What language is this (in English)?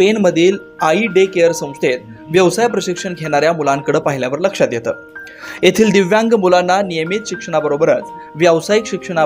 Marathi